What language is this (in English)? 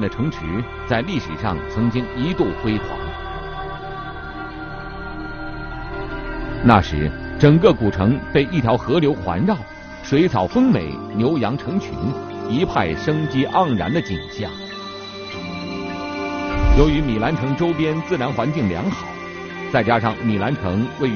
Chinese